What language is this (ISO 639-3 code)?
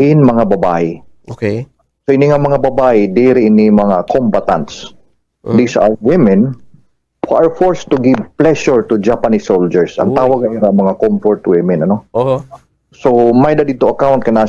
war